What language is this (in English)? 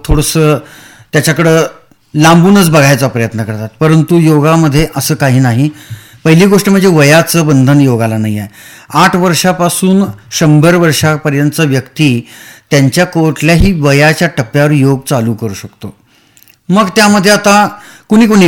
Marathi